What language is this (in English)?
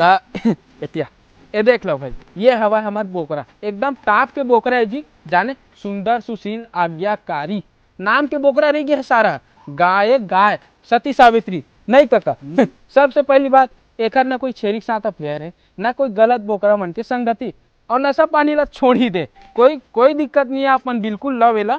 Chhattisgarhi